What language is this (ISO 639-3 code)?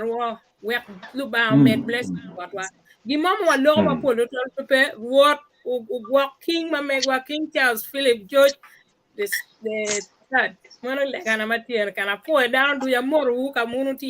ach